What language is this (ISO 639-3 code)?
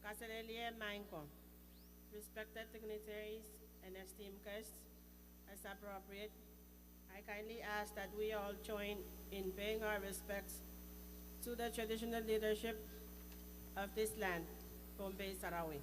pon